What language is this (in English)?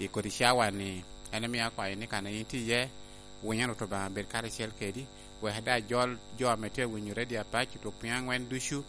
Lango (Uganda)